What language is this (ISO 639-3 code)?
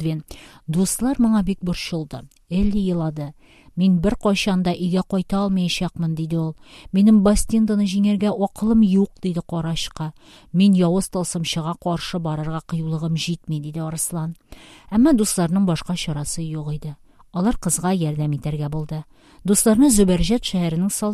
tat